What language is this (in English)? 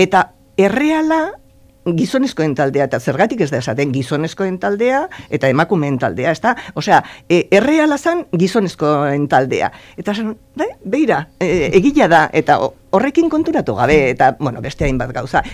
Basque